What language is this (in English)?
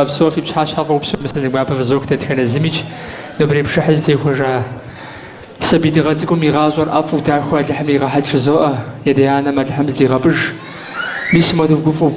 Kabardian